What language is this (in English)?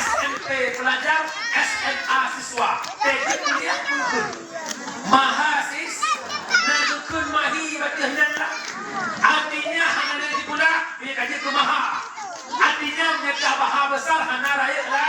Achinese